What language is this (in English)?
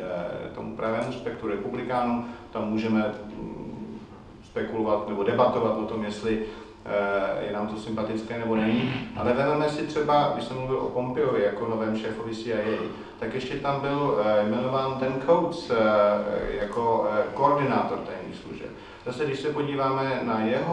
Czech